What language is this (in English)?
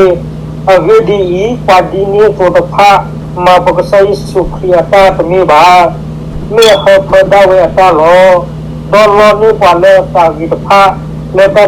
S'gaw Karen